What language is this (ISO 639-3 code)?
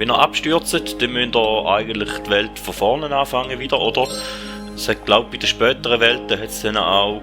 gsw